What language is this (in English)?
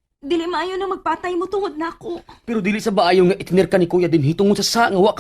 Cebuano